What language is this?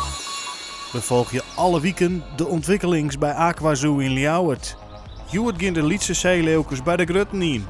Western Frisian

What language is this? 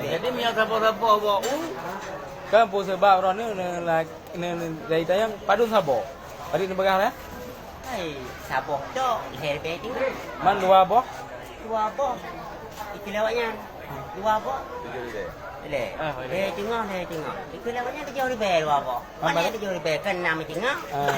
Achinese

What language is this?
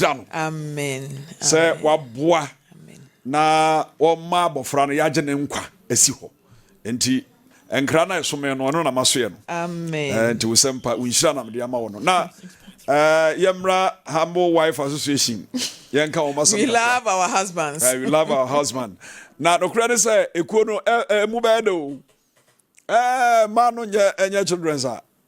Akan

